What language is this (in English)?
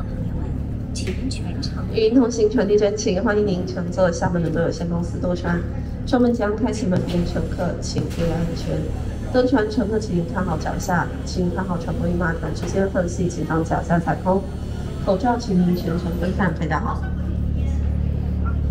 Chinese